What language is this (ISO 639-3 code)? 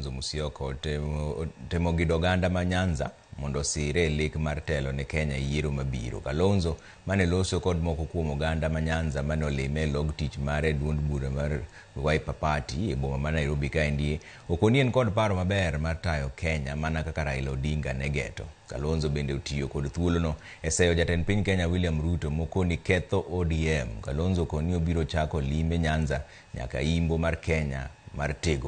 luo